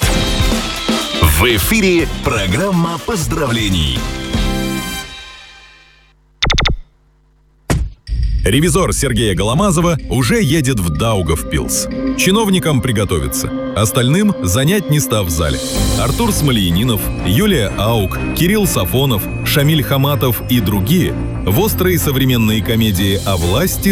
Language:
Russian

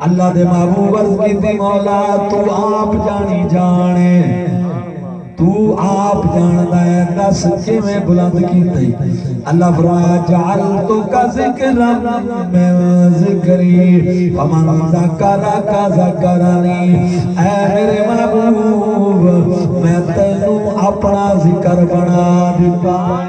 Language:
Saraiki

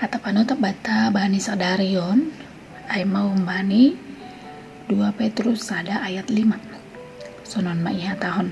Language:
Batak Simalungun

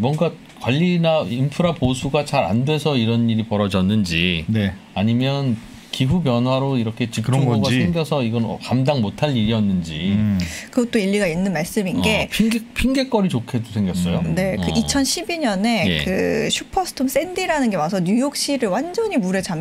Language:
Korean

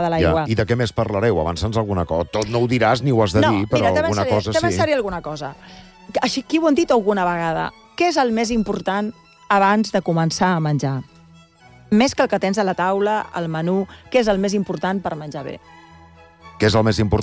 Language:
Catalan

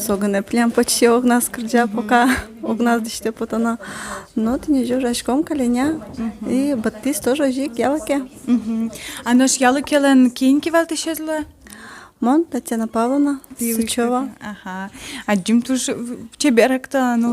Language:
Udmurt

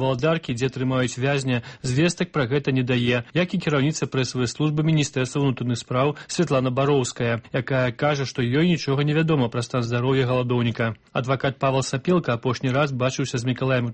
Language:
Belarusian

